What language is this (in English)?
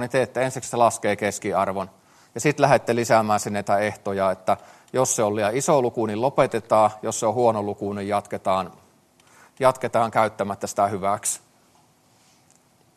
Finnish